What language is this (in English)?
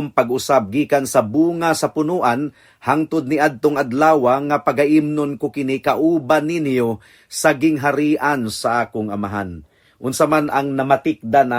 Cebuano